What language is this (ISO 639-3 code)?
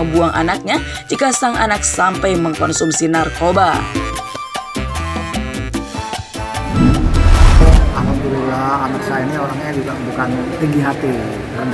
ind